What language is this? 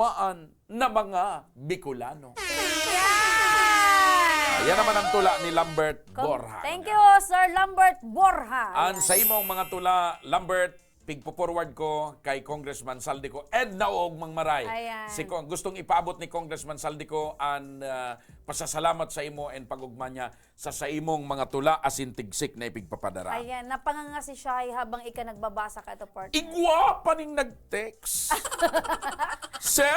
Bikol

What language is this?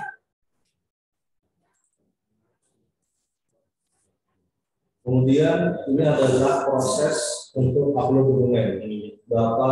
Indonesian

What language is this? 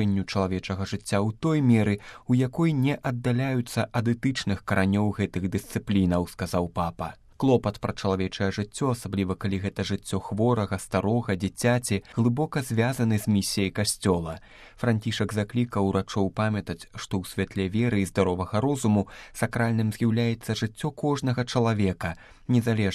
Belarusian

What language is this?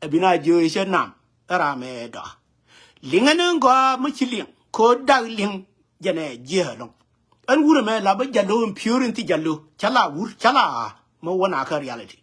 Nuer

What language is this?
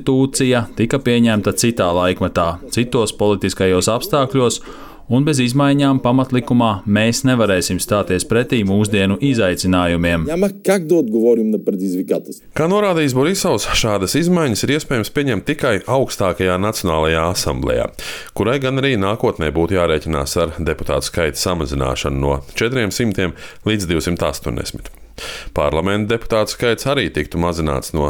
Latvian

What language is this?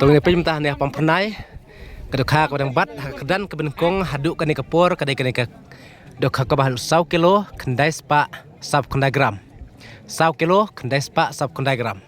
Khasi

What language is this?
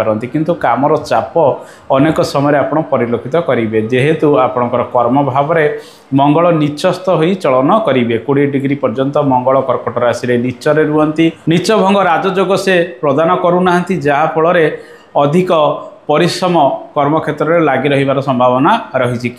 Odia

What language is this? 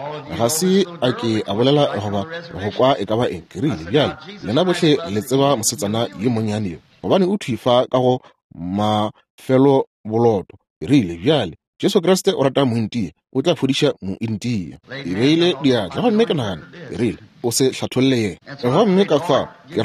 Northern Sotho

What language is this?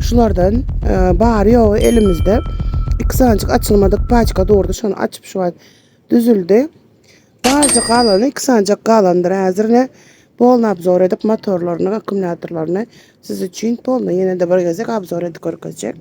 Turkmen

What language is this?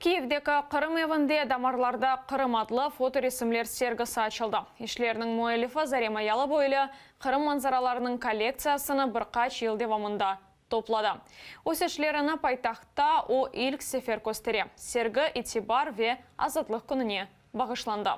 Crimean Tatar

